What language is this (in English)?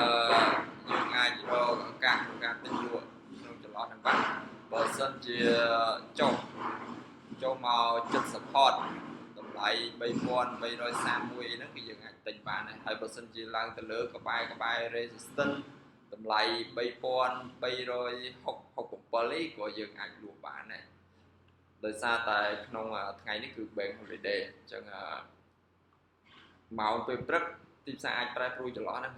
Khmer